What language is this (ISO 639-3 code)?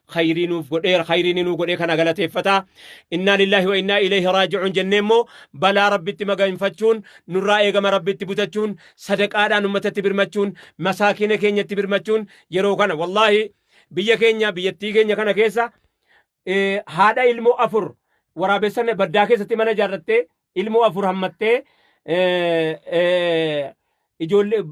orm